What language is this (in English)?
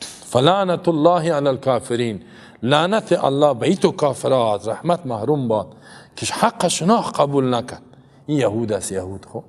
Persian